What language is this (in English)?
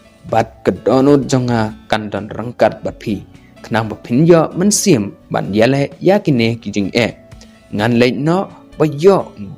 Khasi